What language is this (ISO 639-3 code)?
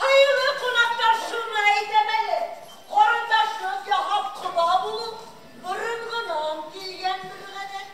bak